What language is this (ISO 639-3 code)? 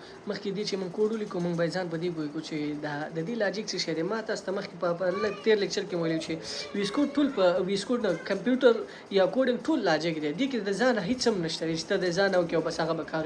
pus